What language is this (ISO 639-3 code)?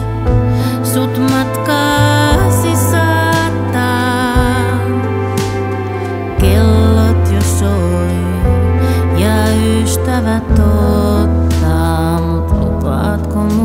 fin